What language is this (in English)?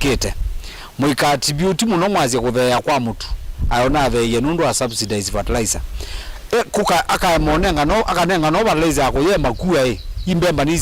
Kamba